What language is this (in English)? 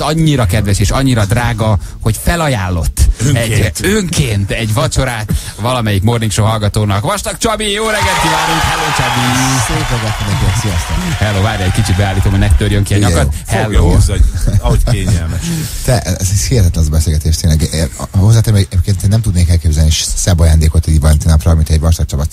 Hungarian